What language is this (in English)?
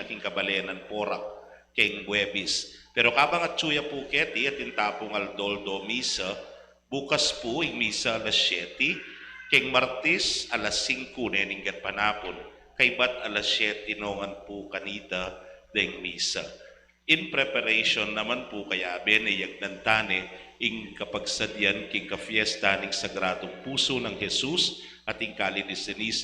Pampanga